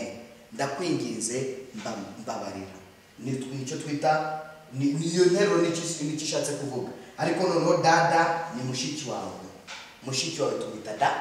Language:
Kinyarwanda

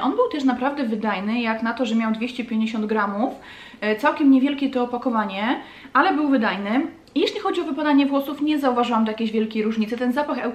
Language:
Polish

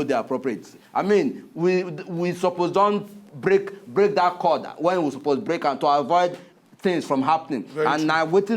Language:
Nigerian Pidgin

